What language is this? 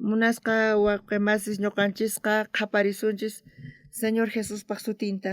South Bolivian Quechua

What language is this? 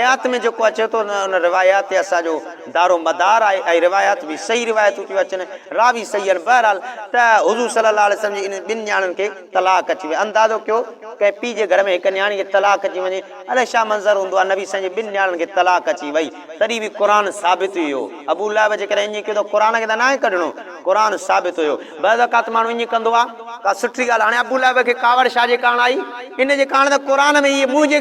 Sindhi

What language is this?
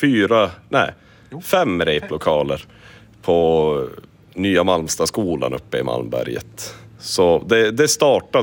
Swedish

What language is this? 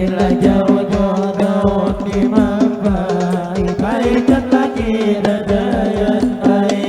Banjar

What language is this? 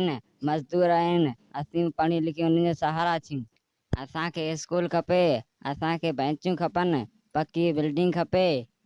Sindhi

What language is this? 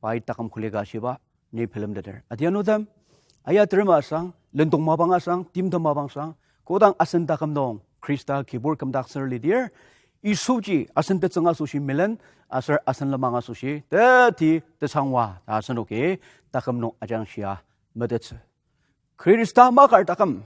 Ao Naga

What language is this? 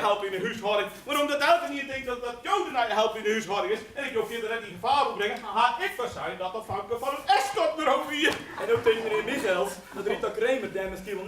Western Frisian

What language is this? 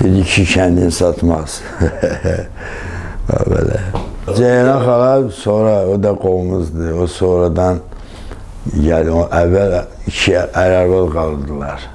Azerbaijani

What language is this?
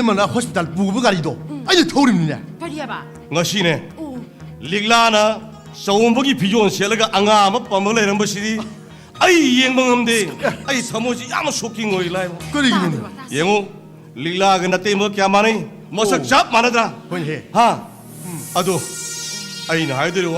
Manipuri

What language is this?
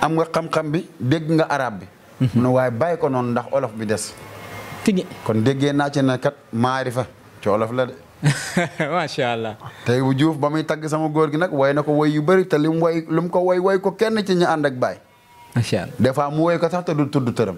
Wolof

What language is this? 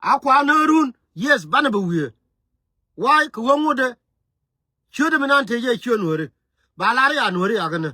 Nuer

